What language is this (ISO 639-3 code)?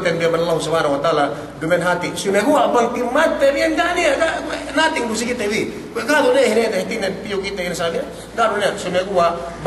yka